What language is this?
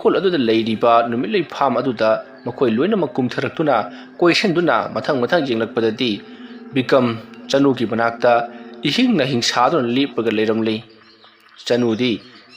Manipuri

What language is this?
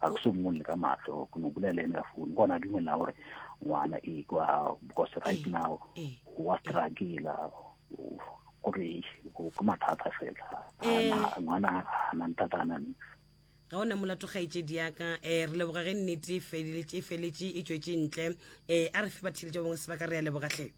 Northern Sotho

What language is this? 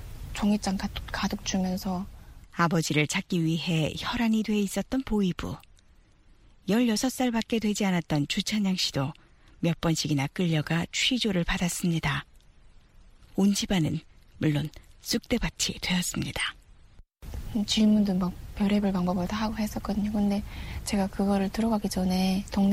Korean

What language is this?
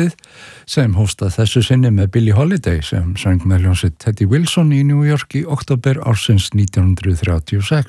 Icelandic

